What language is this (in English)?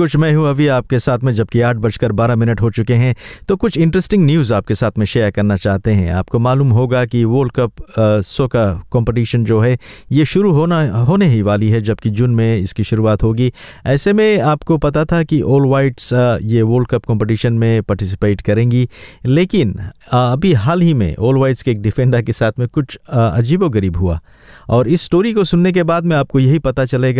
Hindi